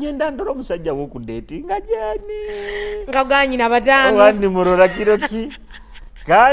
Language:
Nyoro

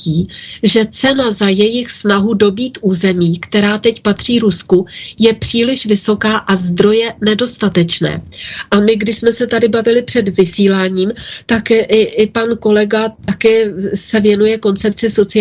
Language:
Czech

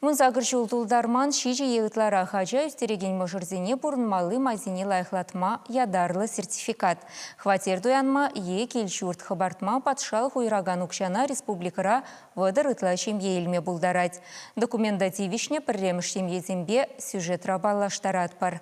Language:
Chuvash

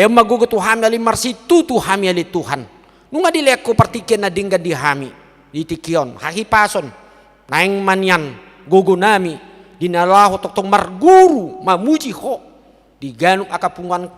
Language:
Batak Toba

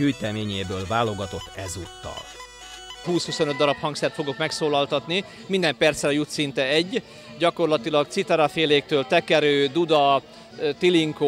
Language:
Hungarian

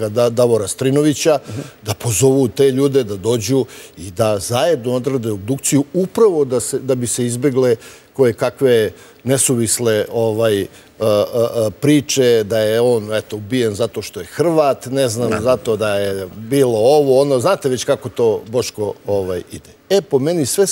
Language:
Serbian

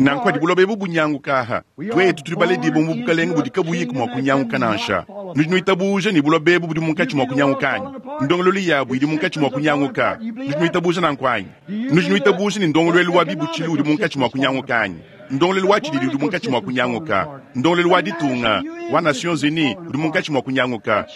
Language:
Luba-Lulua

